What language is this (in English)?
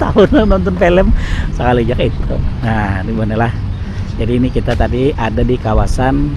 Banjar